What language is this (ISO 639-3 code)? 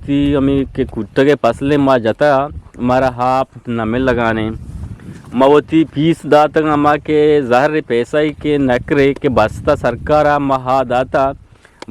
bgp